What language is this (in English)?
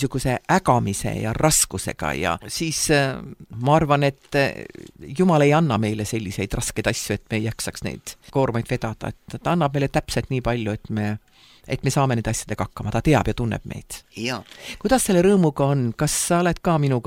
Estonian